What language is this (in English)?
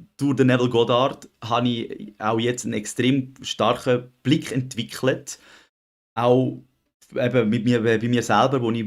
Swiss German